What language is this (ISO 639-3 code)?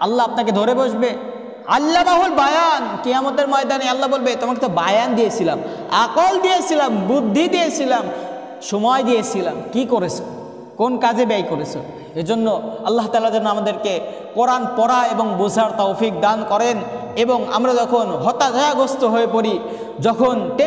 ben